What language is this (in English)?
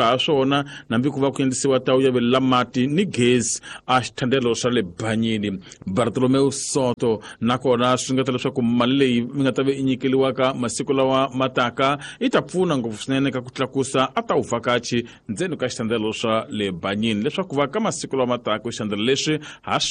Tsonga